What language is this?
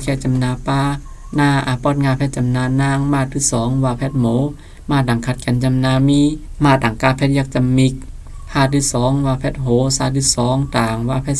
Shan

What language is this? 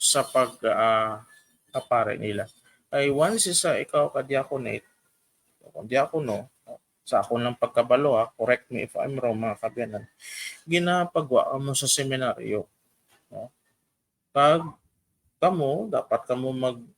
Hiligaynon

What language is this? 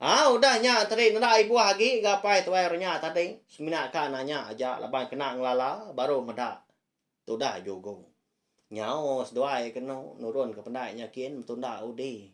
Iban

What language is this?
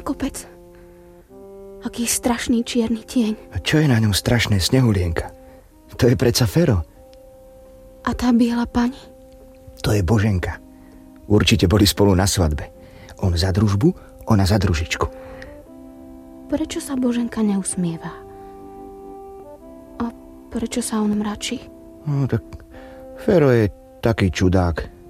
Slovak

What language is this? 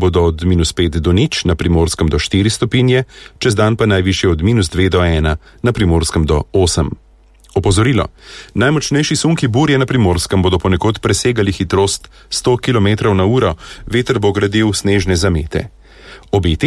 Slovenian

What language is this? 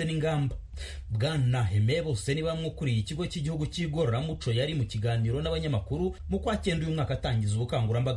Kinyarwanda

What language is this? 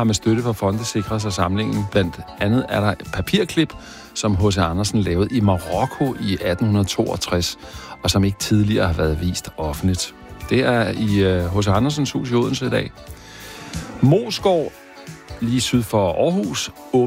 Danish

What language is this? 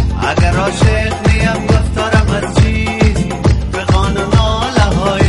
Persian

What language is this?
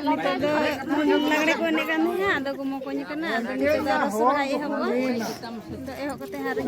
Santali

